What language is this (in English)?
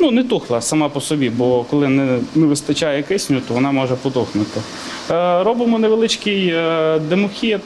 Ukrainian